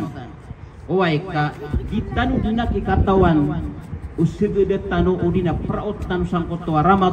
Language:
Maranao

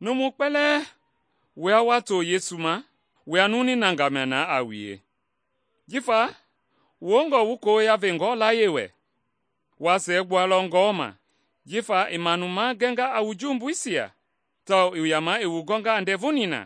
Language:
Mende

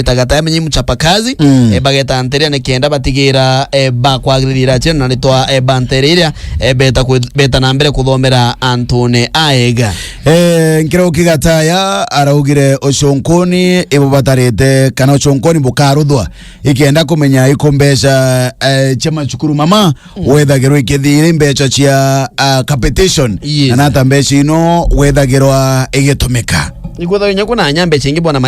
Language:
Meru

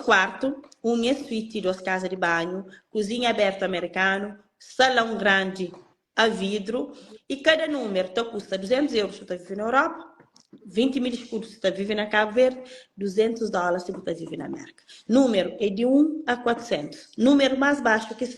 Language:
Kabuverdianu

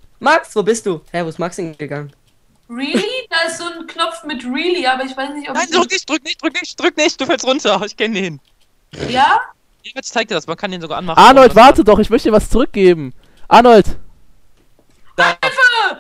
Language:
German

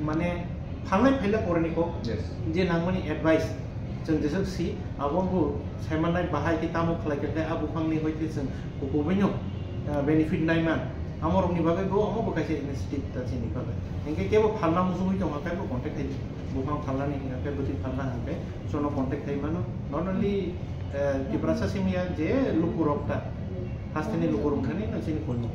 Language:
Kok Borok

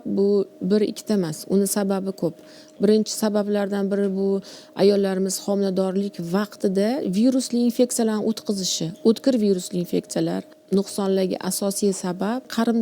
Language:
Uzbek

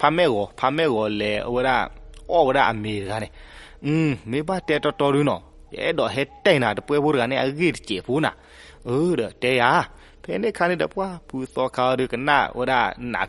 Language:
S'gaw Karen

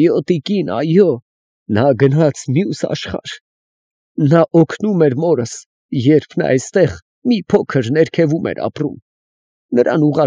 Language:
Armenian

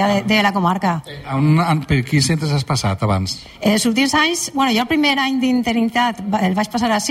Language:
Catalan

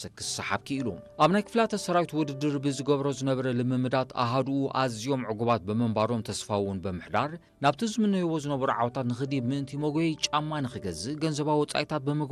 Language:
Tigrinya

